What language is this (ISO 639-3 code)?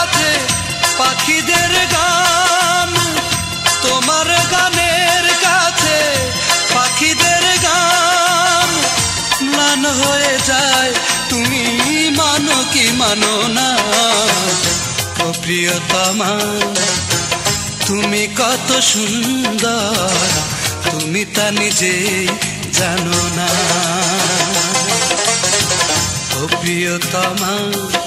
ben